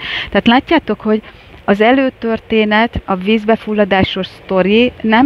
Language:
Hungarian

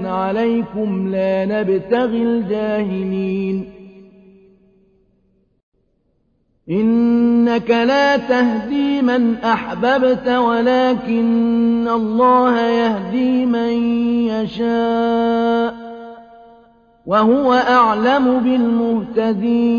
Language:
Arabic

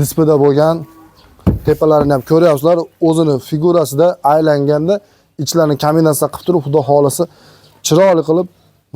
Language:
Uzbek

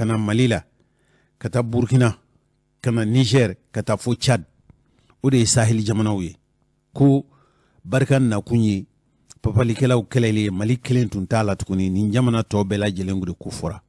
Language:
Bambara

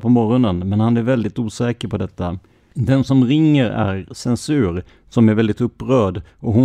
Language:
Swedish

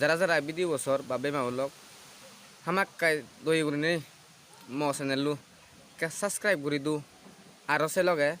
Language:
Chakma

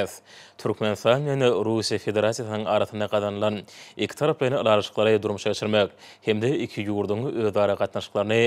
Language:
Turkmen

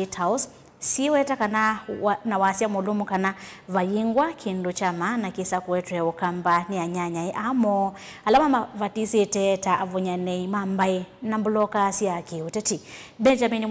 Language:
Kamba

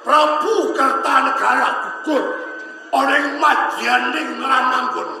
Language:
Javanese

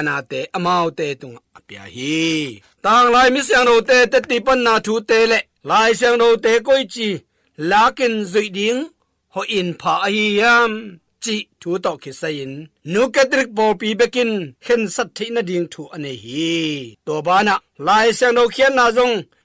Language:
Tedim Chin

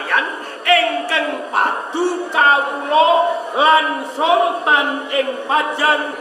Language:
Javanese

